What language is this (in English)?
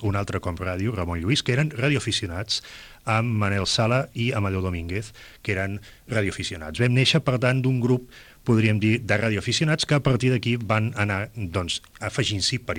Catalan